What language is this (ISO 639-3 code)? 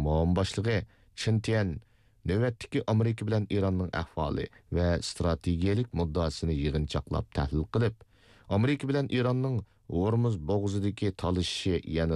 uig